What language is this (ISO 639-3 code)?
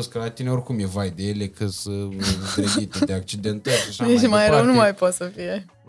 ron